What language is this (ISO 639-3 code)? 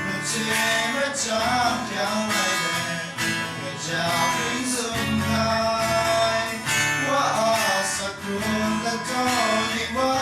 kac